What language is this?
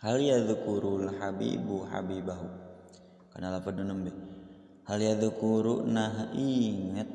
Sundanese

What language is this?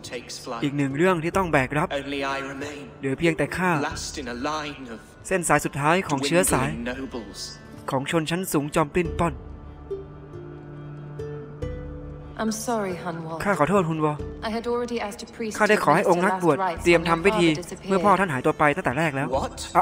Thai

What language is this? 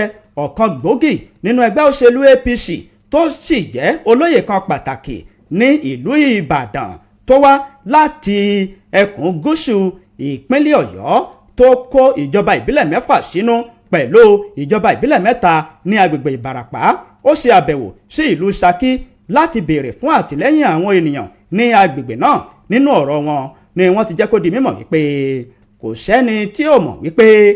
Yoruba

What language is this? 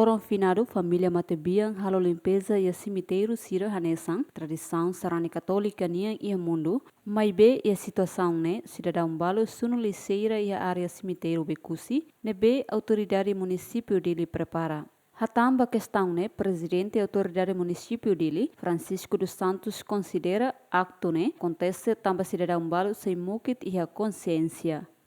Tetum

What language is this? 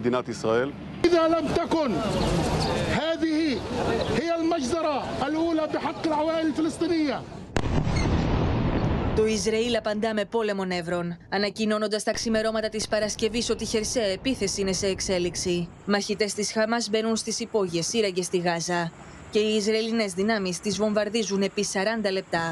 Greek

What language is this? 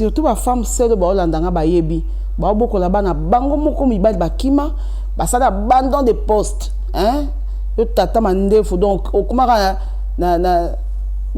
Lingala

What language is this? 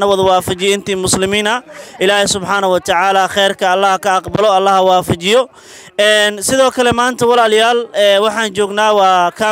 Somali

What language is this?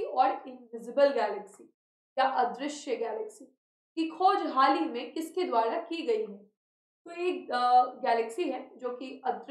Hindi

